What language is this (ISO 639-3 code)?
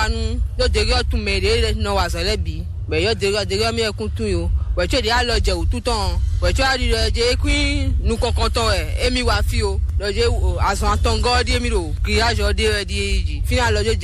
fon